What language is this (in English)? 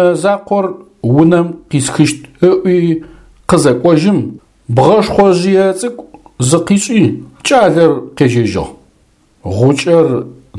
Adyghe